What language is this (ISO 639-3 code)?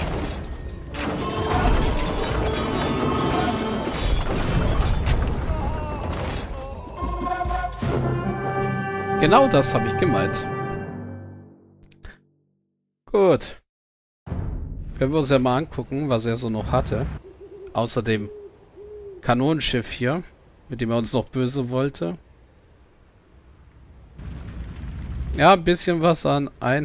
deu